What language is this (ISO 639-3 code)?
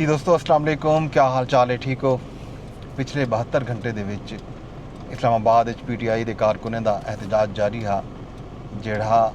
skr